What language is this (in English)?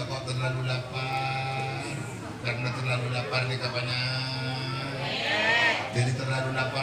Madurese